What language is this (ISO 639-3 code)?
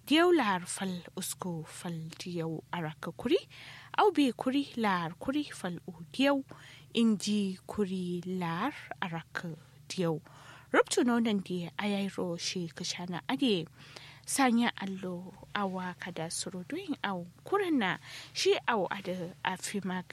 kau